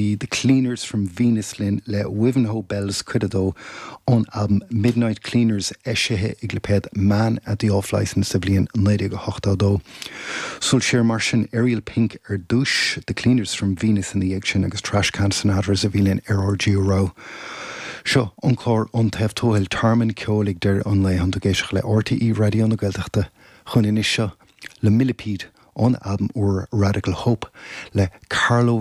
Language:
Irish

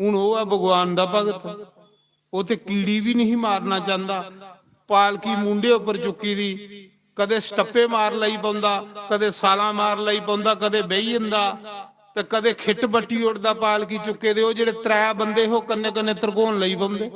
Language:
Dogri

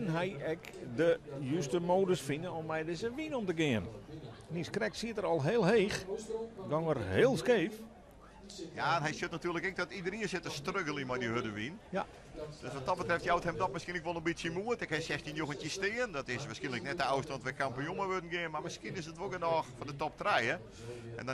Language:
Western Frisian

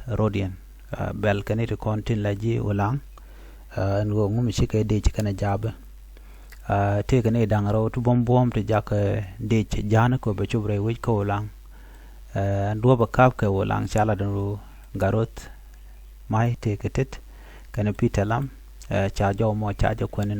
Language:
Nuer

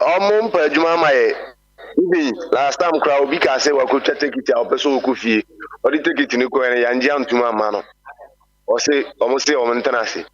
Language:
Akan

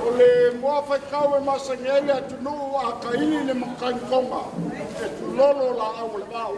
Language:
Samoan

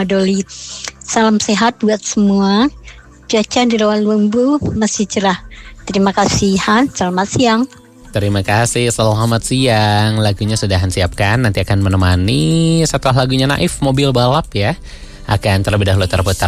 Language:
Indonesian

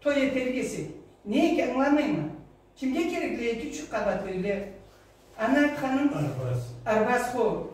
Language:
Karachay-Balkar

